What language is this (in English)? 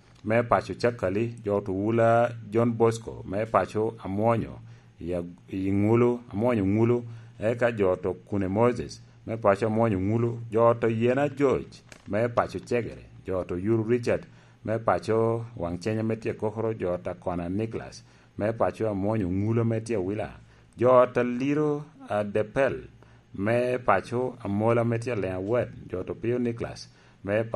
Lango (Uganda)